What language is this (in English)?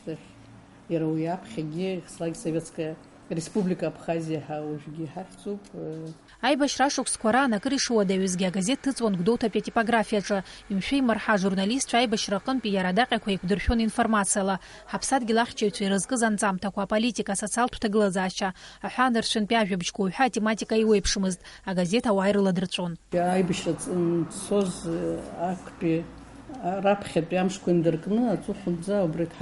Abkhazian